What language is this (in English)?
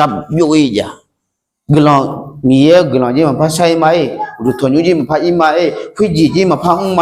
Akha